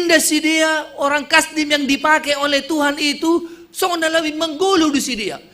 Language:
Batak Simalungun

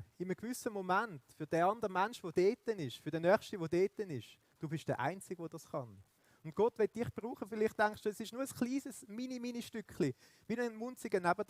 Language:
Swiss German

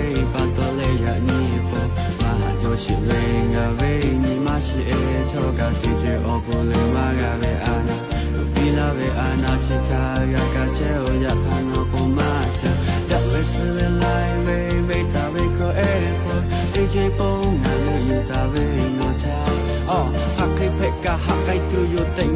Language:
Lahu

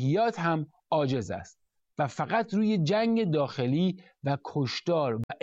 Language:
Persian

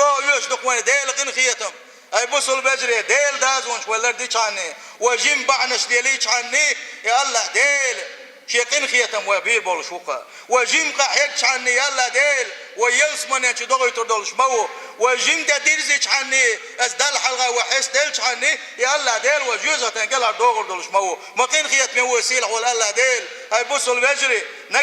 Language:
Chechen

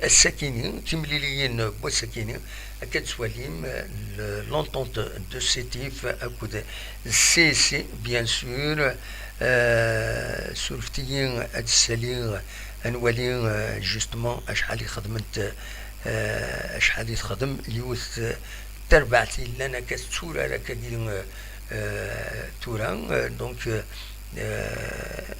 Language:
Kabyle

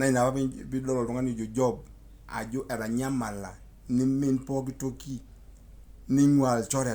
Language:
Masai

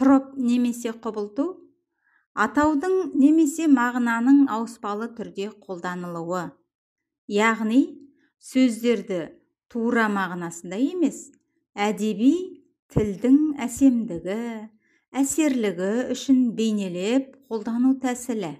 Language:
Kazakh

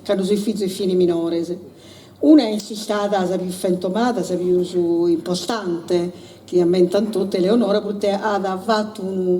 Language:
Sardinian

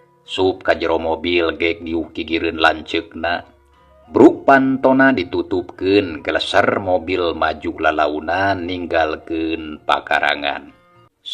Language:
Sundanese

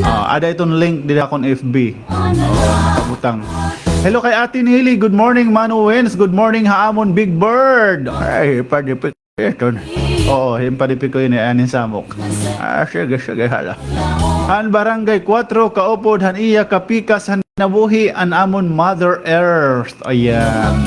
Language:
Waray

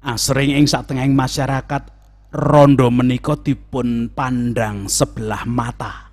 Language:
Javanese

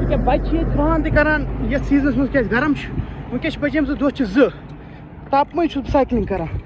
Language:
Kashmiri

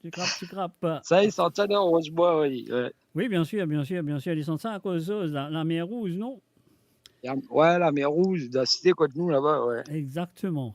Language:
Morisyen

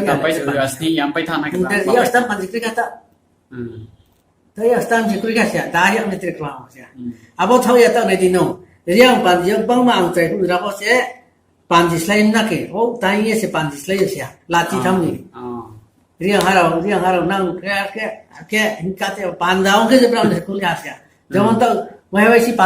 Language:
Riang (India)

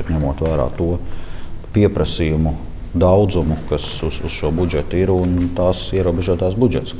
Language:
Latvian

